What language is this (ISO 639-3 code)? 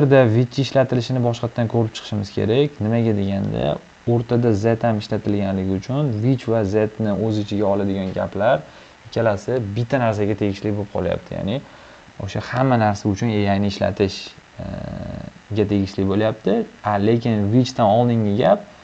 uzb